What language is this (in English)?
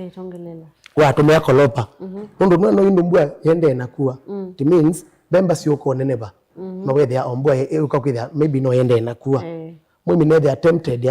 Kamba